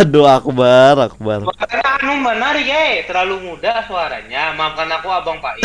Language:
Banjar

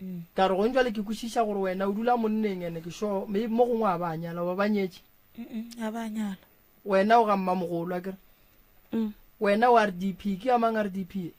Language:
Northern Sotho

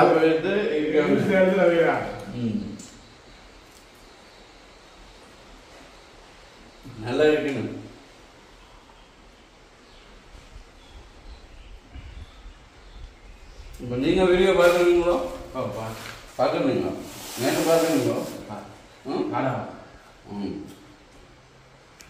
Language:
Tamil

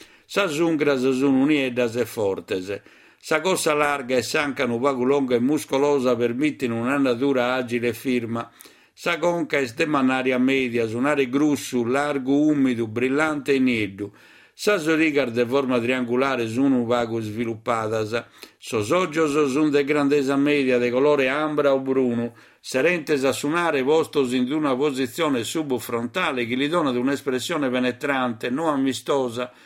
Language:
Sardinian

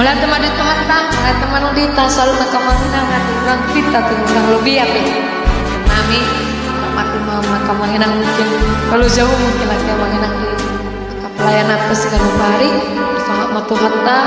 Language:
Batak Toba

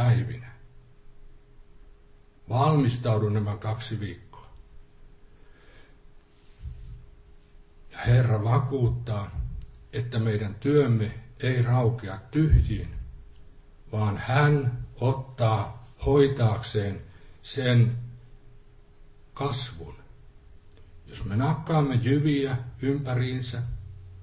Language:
Finnish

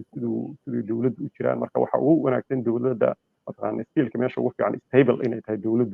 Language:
Somali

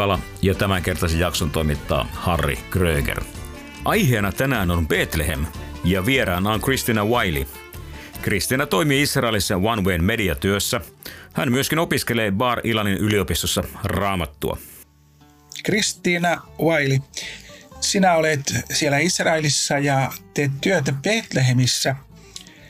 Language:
Finnish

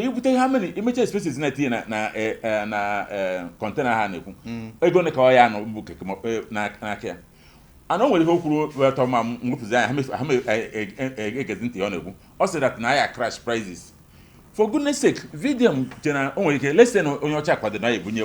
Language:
Igbo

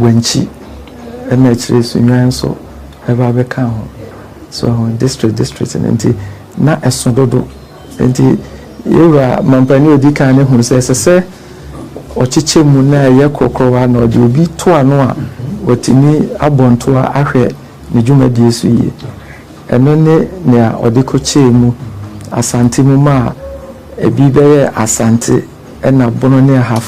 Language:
Akan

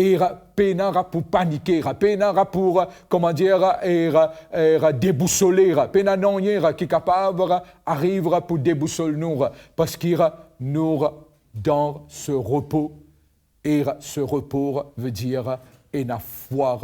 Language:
Morisyen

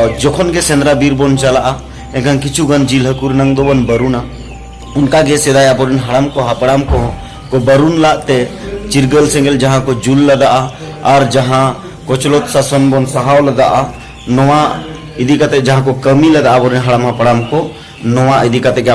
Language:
Santali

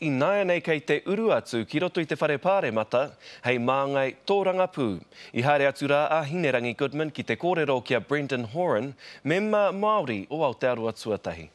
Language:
Māori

